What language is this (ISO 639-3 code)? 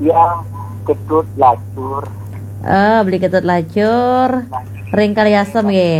ban